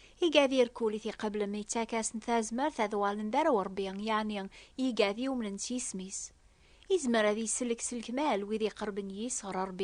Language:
Kabyle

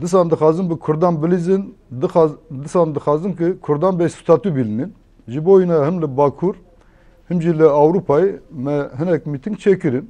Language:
Kurdish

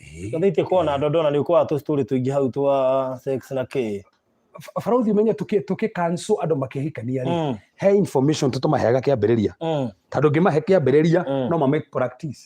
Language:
Kikuyu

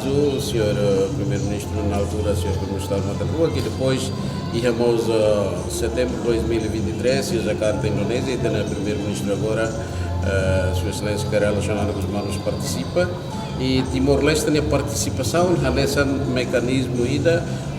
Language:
Tetum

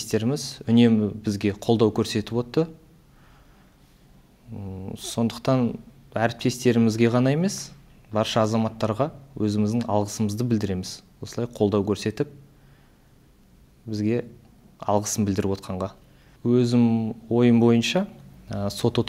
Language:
Kazakh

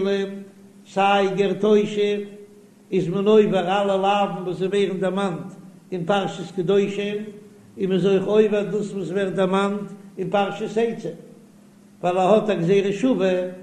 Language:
Yiddish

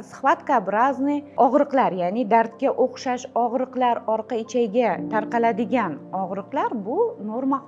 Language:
Uzbek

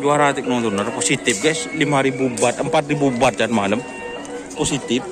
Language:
Madurese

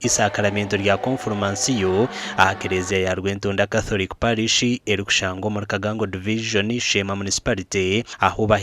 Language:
Nyankole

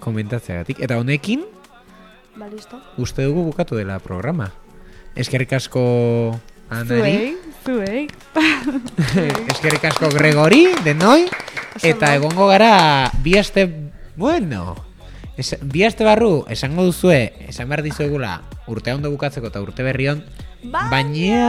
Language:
Basque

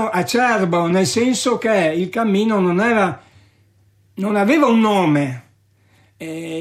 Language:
Italian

